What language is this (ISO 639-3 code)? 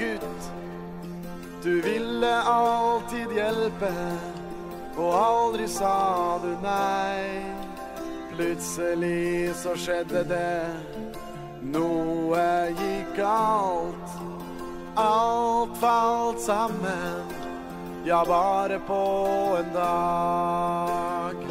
nor